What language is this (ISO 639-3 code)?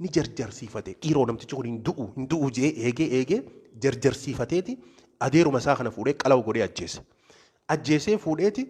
orm